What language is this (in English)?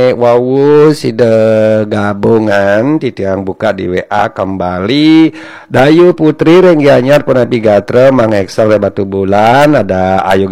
Balinese